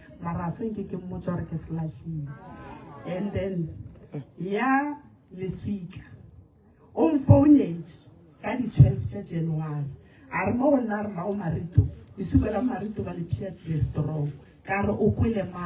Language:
Northern Sotho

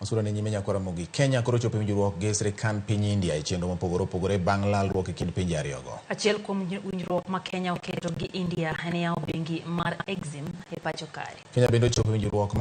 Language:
Luo (Kenya and Tanzania)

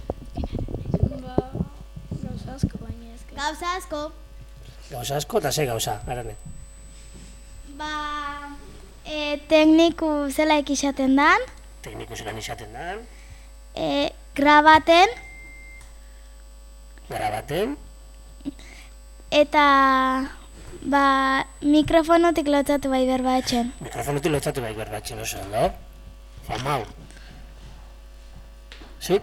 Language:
Basque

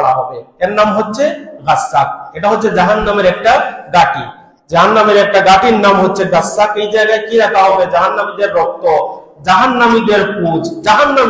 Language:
Bangla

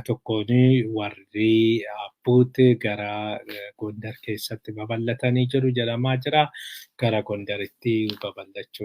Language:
Oromo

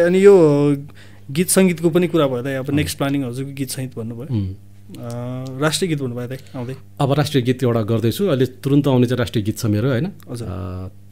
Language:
Nepali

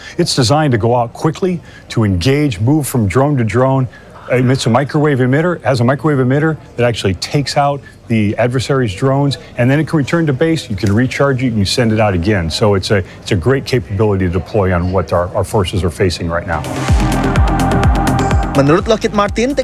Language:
Indonesian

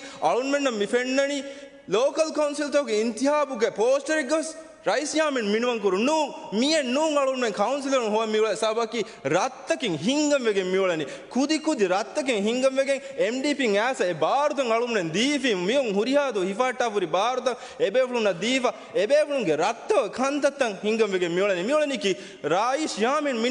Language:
Divehi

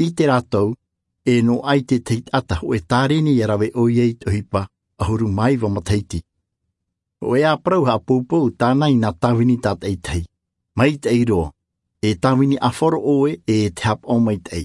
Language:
Tahitian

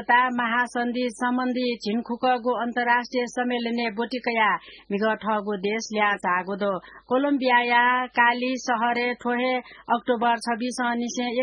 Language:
Newari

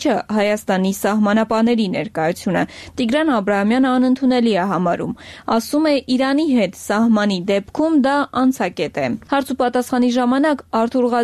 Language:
Armenian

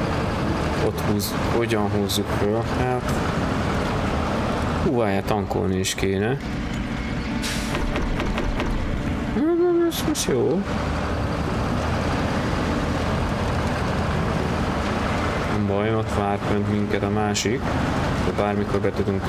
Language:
Hungarian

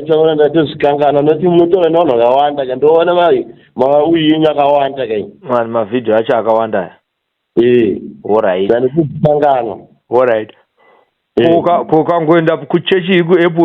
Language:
Shona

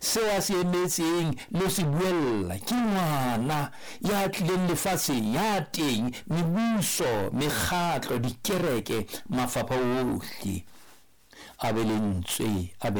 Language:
Southern Sotho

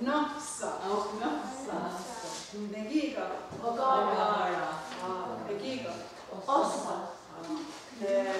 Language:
Mohawk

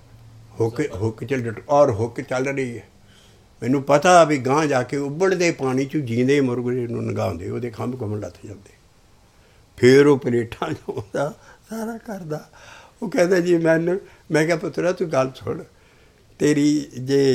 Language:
Punjabi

